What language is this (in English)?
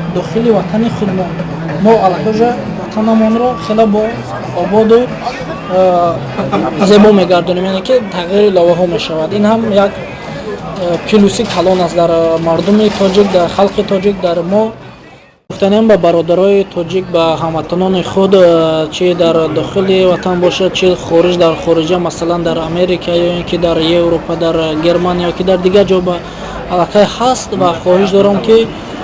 Tajik